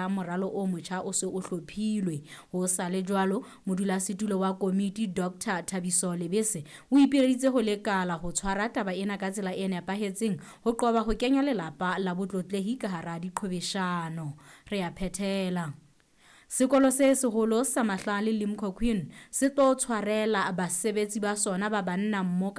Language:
Southern Sotho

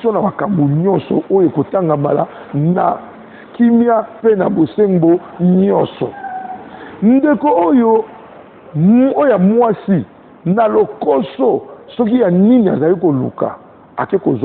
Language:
Lingala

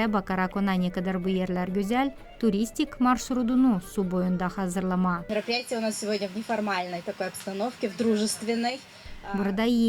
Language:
Gagauz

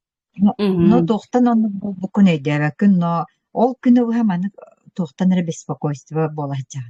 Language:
Yakut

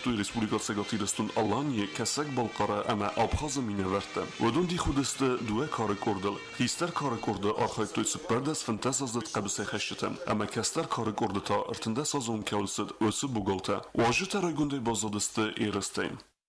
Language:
Ossetic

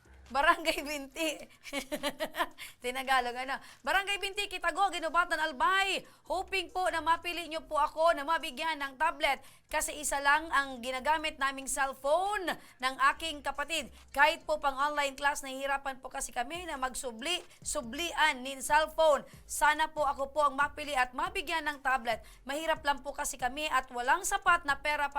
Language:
Bikol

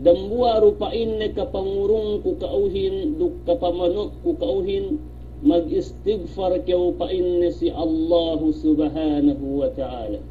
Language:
Yakan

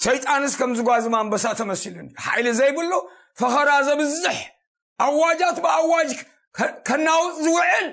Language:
Tigrinya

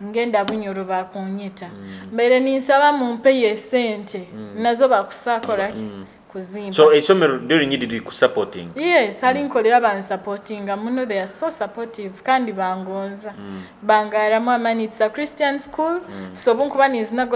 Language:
Nyoro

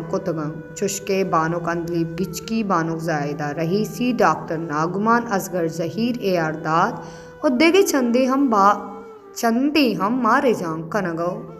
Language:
Baluchi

